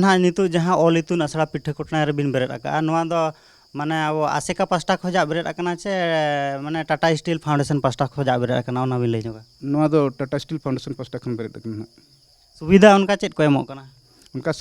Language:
Santali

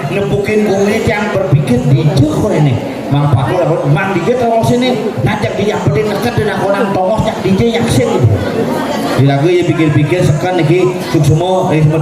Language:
Balinese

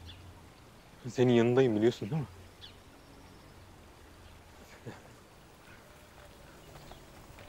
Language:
Turkish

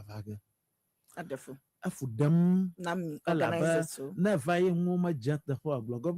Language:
Ewe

